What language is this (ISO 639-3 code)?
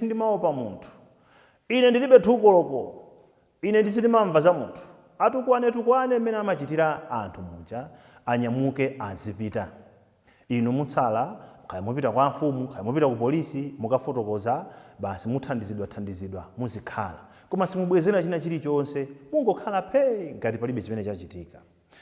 nya